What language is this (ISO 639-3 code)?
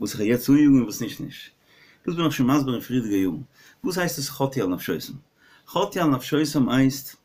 yid